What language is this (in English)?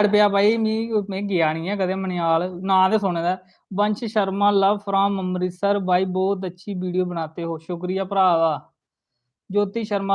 Dogri